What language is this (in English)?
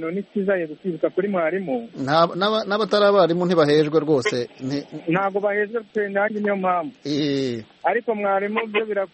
Kinyarwanda